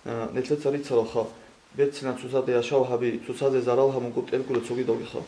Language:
Avaric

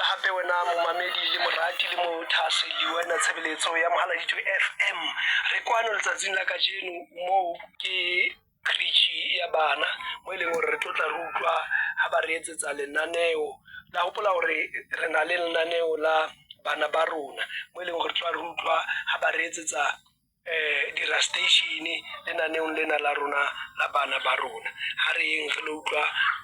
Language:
Southern Sotho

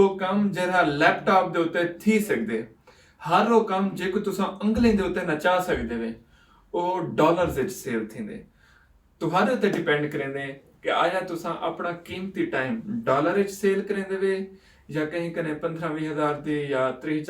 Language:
Saraiki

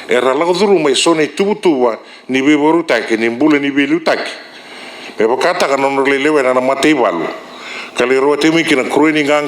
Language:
Fijian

